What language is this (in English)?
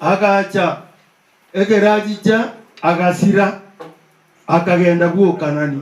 Gusii